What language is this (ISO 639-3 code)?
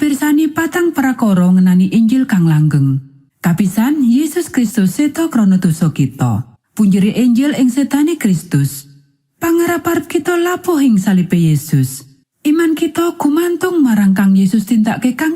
jav